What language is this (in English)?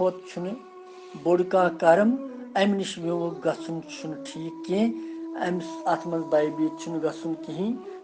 Kashmiri